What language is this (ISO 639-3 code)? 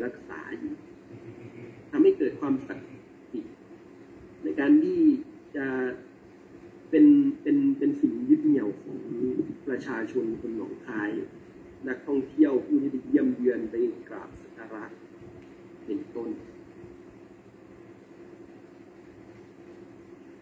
tha